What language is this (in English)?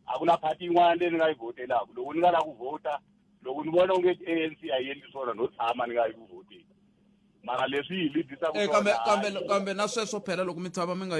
Tsonga